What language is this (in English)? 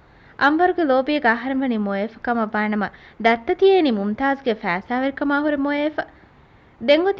Divehi